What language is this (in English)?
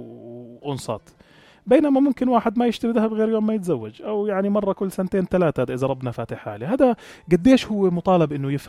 North Levantine Arabic